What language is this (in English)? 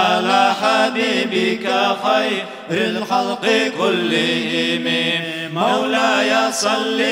Kumyk